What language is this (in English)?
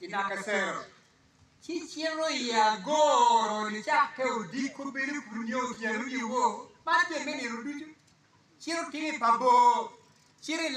Acoli